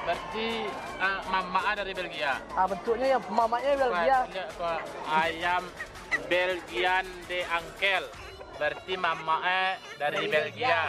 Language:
Minangkabau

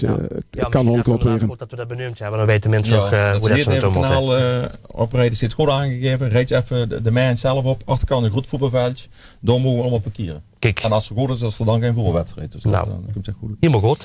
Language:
Limburgish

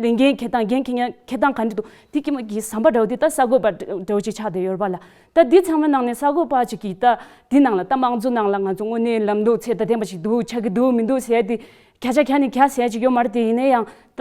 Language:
Tibetan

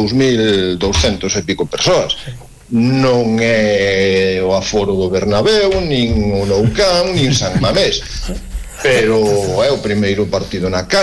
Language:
Galician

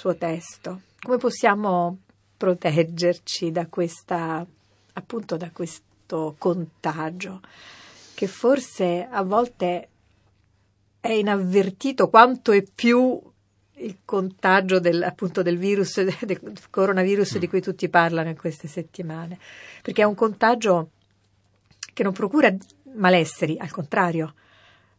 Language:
Italian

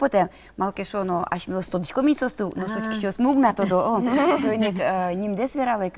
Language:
Udmurt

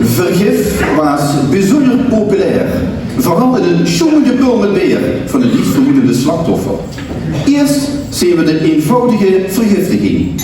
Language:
Limburgish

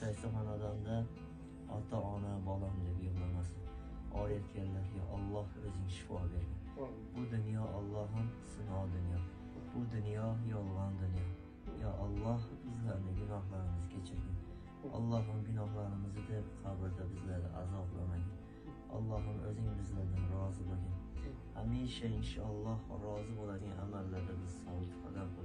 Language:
Uzbek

